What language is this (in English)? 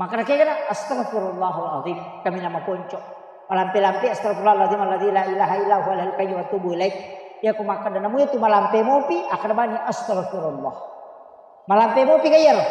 Buginese